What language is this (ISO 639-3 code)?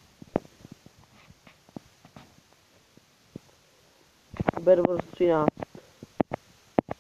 ces